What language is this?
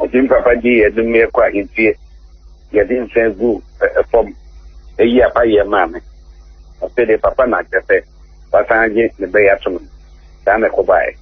Akan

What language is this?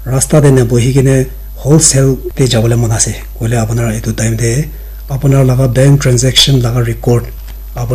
Naga Pidgin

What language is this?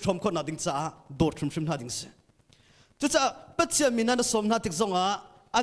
Hakha Chin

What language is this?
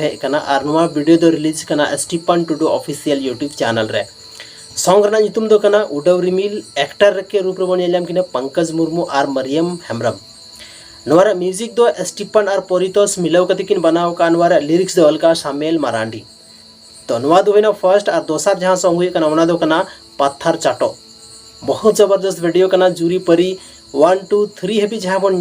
Santali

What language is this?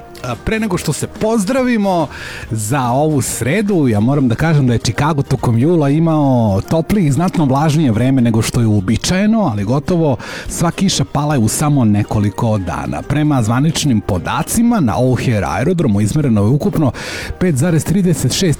Serbian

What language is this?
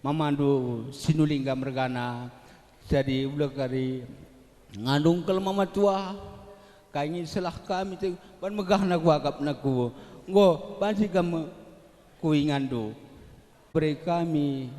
Batak Karo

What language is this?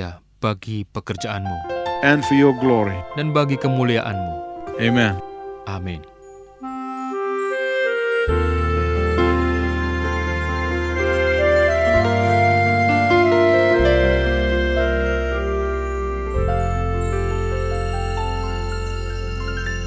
Indonesian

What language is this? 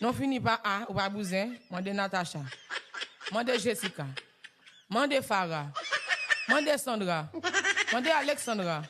Haitian Creole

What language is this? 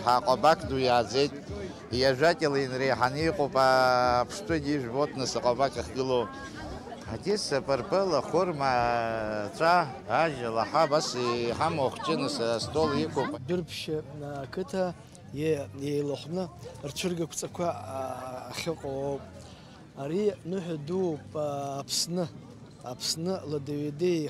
Abkhazian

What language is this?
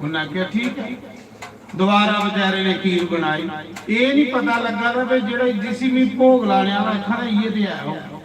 Dogri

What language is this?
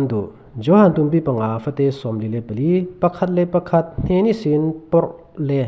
Falam Chin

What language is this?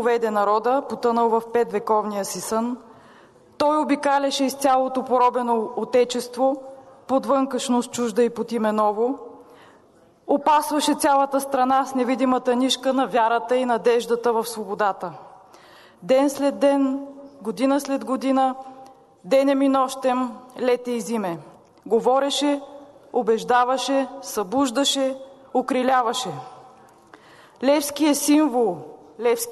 Bulgarian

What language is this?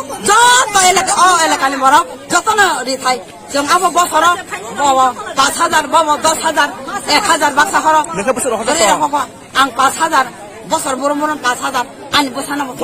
Kok Borok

